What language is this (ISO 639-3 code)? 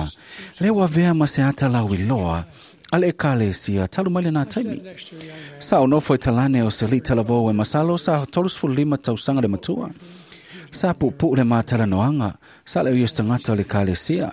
smo